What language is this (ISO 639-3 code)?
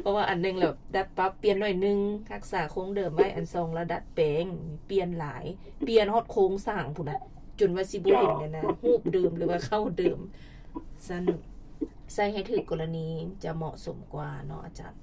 lao